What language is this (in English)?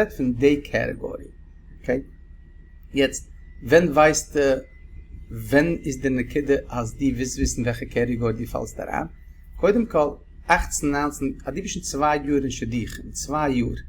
Yiddish